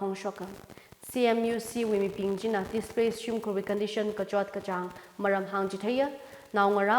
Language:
Tangkhul Naga (India)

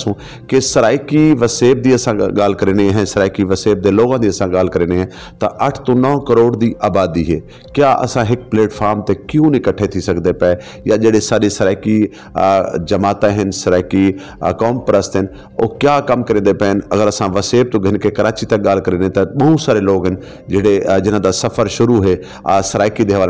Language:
Saraiki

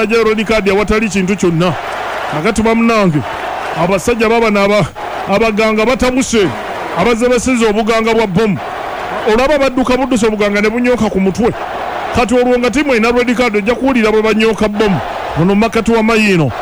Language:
Ganda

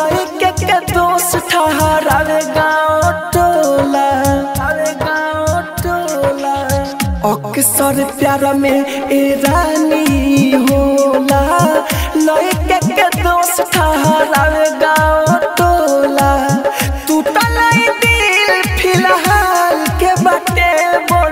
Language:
Bhojpuri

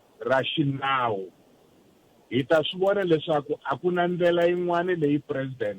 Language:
Tsonga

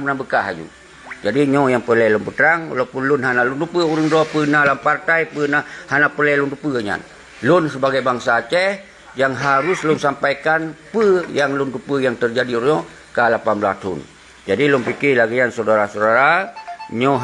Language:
Achinese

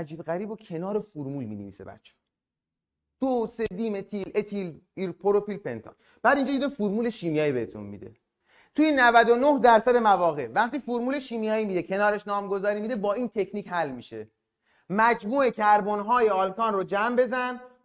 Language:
Persian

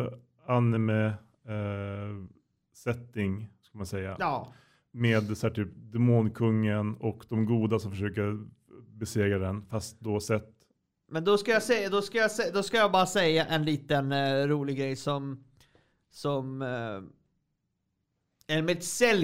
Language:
Swedish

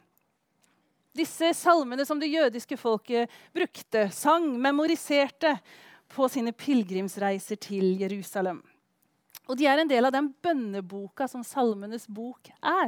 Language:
Norwegian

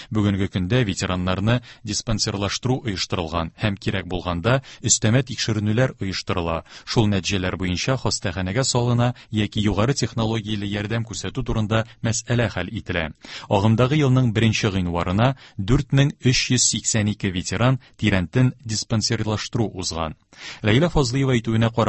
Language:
Tatar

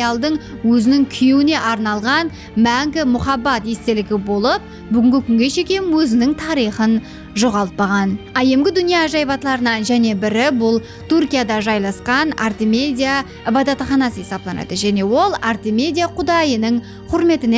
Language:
Kara-Kalpak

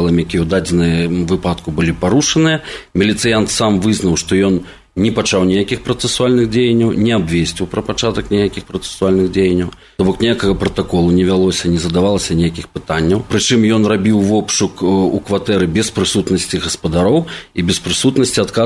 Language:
Belarusian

